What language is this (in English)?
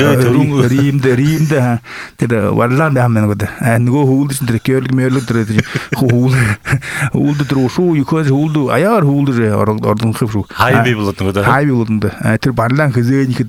Buriat